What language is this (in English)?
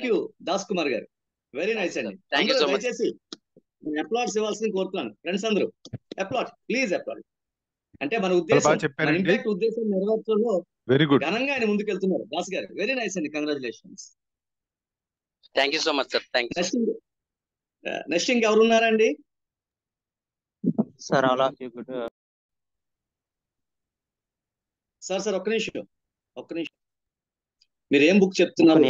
Telugu